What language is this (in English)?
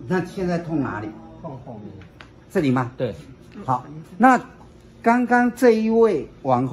Chinese